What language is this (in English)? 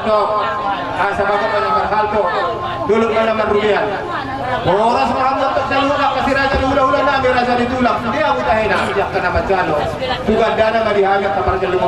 Batak Toba